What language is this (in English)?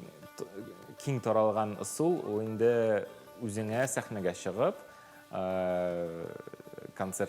Tatar